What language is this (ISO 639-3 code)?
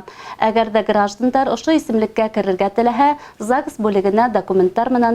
bak